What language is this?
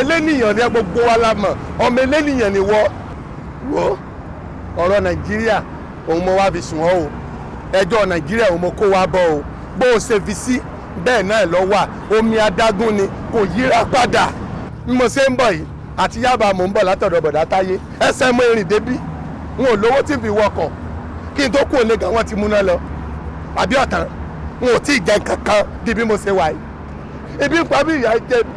Yoruba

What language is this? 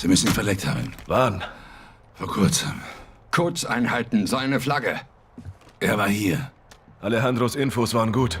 Bavarian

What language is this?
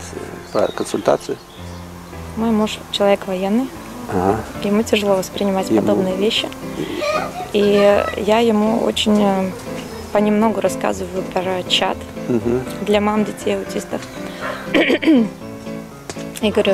Russian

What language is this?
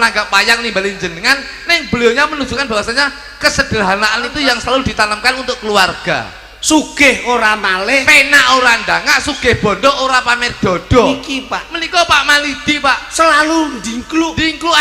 Javanese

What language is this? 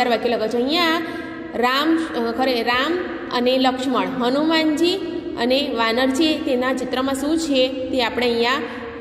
Gujarati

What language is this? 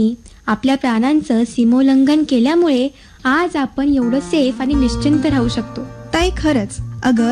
Marathi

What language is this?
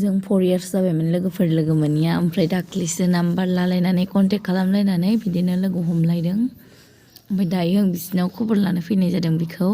Bodo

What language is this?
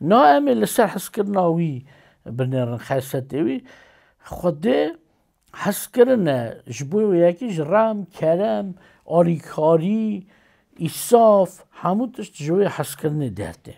Kurdish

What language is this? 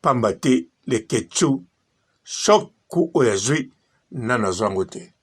Lingala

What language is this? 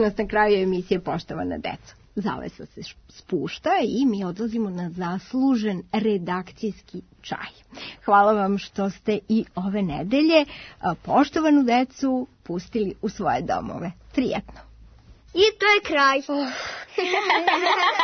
Serbian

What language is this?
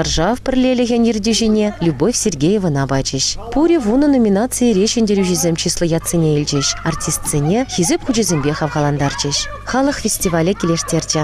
Chuvash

